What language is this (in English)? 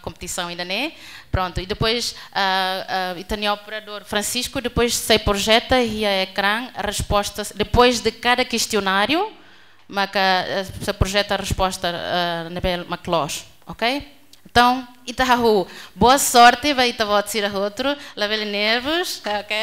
Tetum